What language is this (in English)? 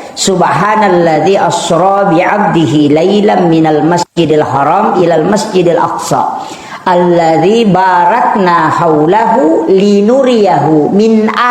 Buginese